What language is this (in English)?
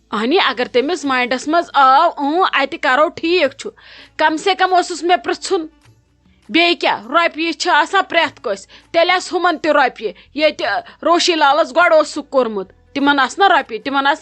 Kashmiri